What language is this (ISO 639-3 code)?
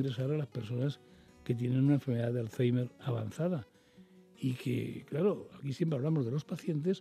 spa